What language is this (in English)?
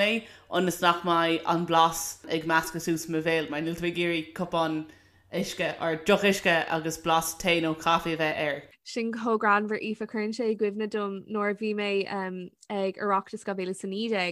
Irish